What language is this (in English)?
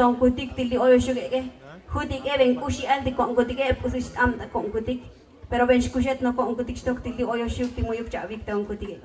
Tzotzil